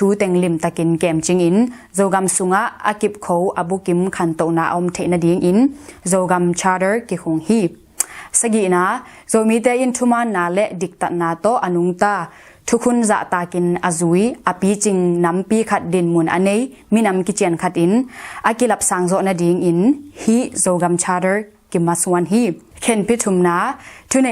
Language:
Tedim Chin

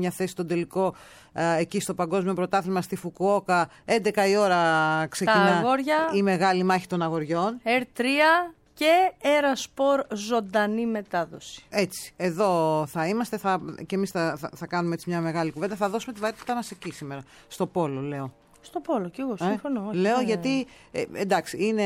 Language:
Greek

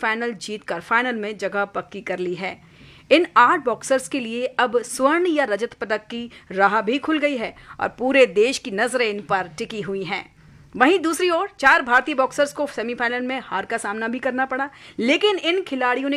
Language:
Hindi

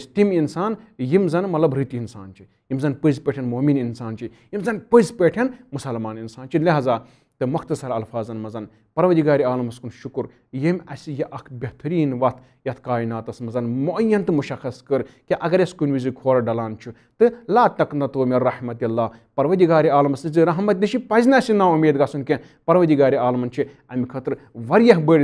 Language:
Kashmiri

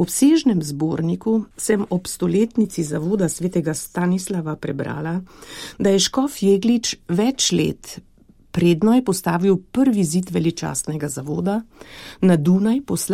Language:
Slovenian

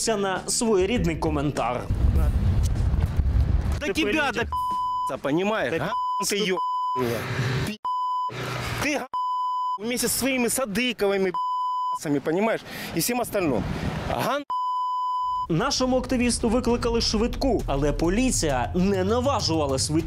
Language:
Ukrainian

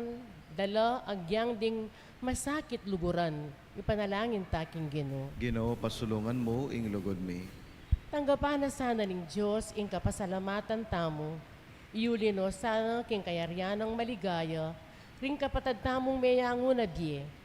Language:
Pampanga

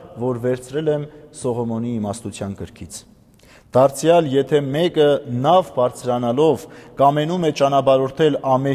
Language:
Armenian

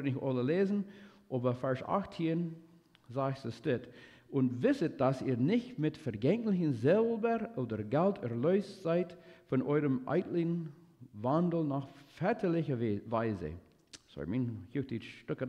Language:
Plautdietsch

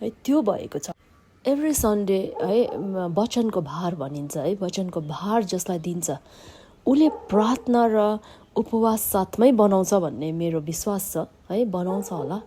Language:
Nepali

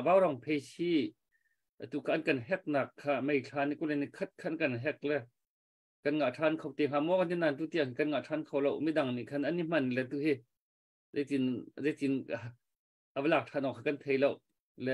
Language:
Hakha Chin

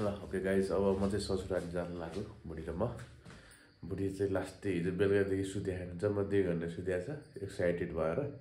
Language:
Nepali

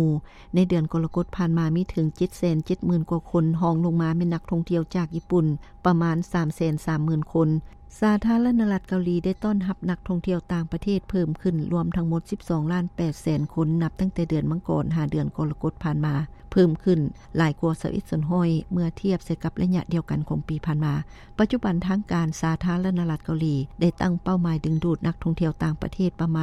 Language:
Lao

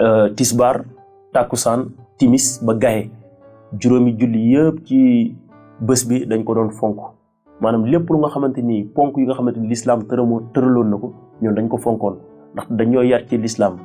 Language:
Wolof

